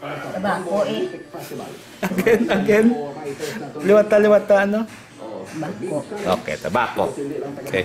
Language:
Hiligaynon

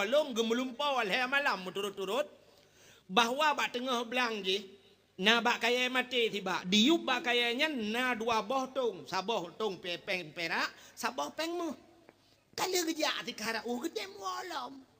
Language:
Achinese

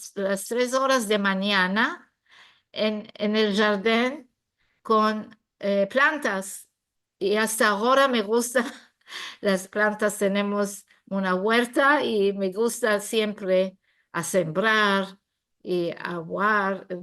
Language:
Ladino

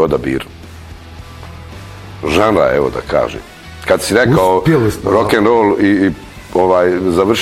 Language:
Bosnian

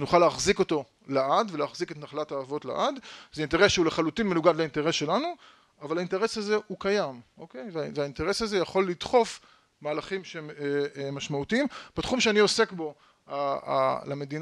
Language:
Hebrew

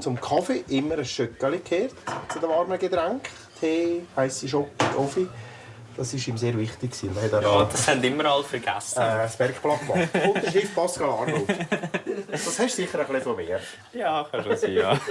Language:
Swiss German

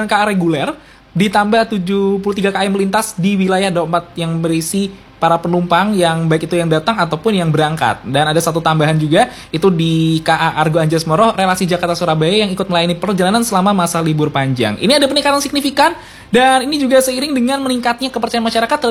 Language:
Indonesian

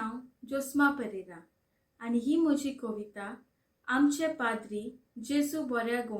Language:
Konkani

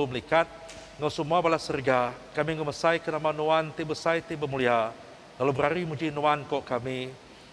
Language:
Iban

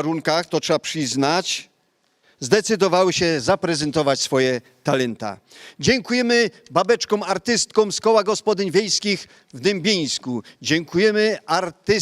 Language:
Silesian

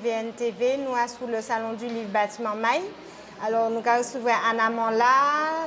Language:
Guadeloupean Creole French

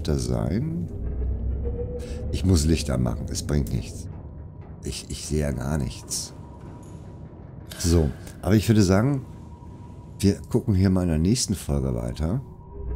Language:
German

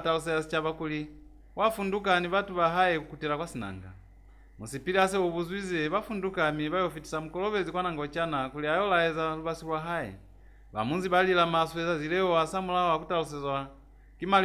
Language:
Lozi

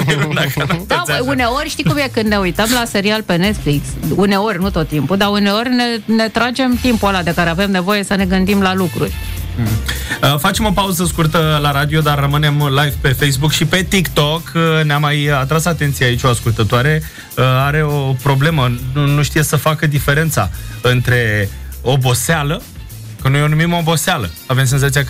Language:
Romanian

